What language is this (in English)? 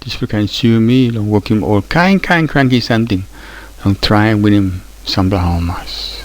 Tok Pisin